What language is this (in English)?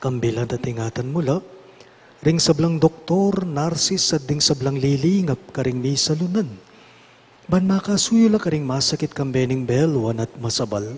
Pampanga